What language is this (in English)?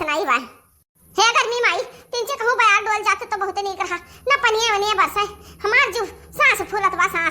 Awadhi